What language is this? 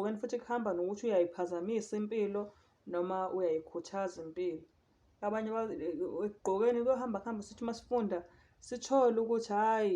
Zulu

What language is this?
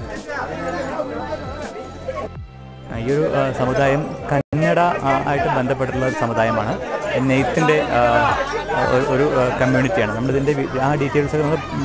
Malayalam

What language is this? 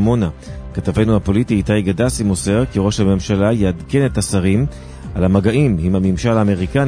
Hebrew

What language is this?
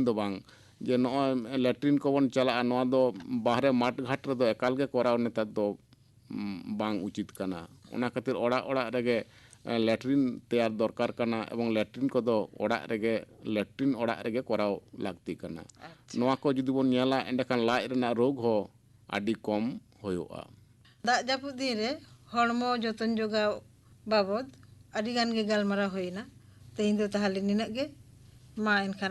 Santali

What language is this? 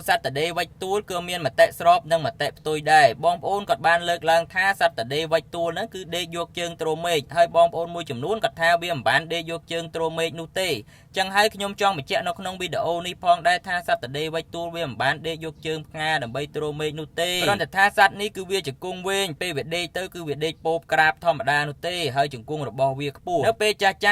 Khmer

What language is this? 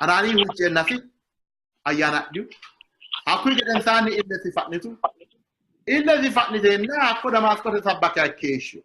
Sidamo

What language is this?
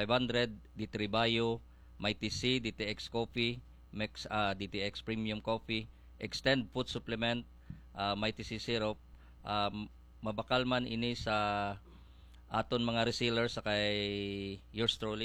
Hiligaynon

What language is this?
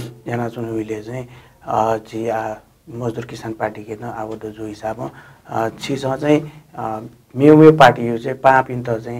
Newari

